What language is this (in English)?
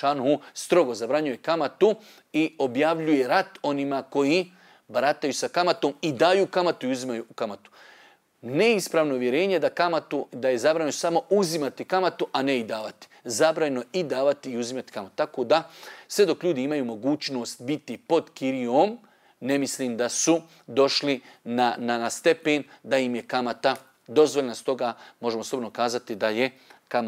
Bosnian